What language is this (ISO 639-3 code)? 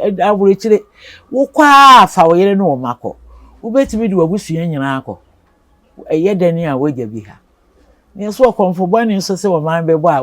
aka